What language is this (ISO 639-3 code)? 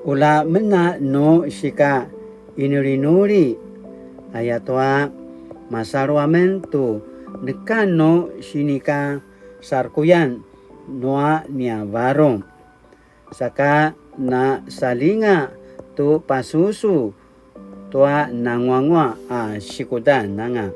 pwn